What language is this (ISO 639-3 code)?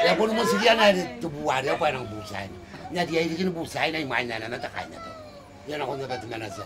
gil